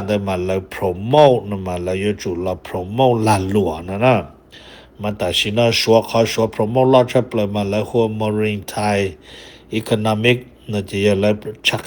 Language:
Hmong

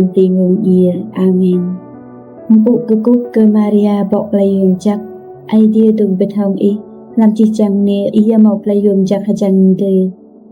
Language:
Rade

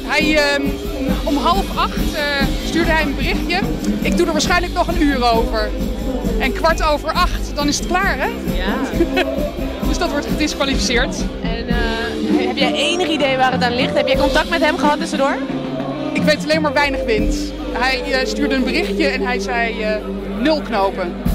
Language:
Dutch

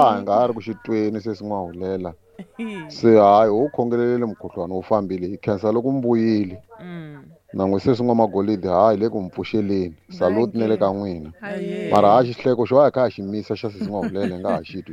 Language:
Tsonga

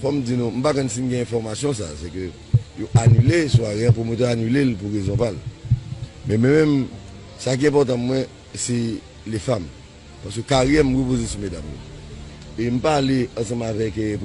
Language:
Haitian Creole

